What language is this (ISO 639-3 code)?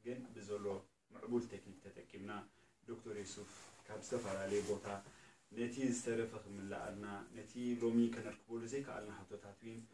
tir